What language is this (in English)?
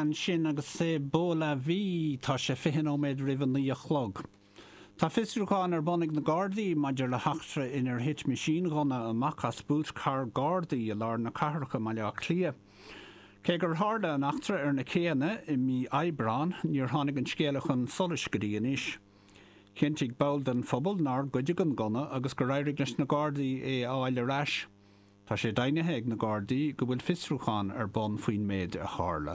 Irish